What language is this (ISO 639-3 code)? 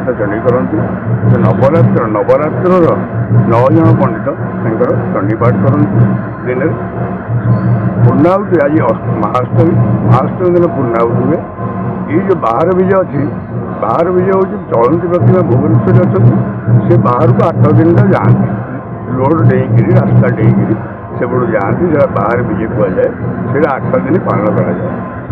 ori